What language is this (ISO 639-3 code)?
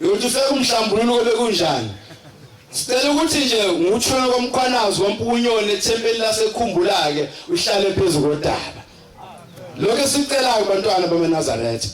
zul